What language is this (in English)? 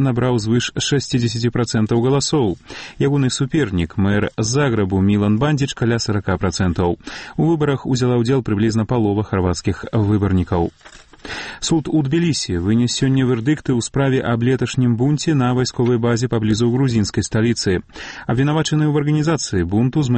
Belarusian